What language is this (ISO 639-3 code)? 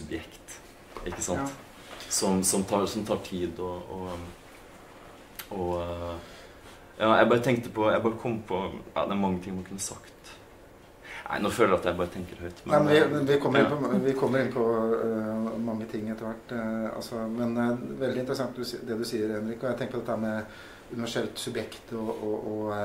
nor